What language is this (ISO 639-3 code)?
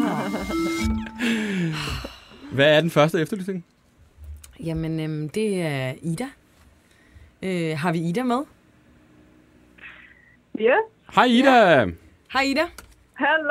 dan